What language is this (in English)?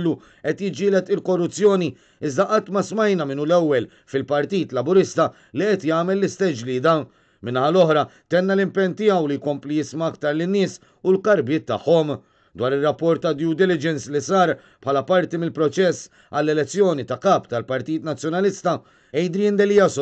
Maltese